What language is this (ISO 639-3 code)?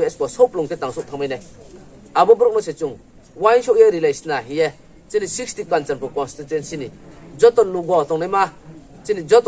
ria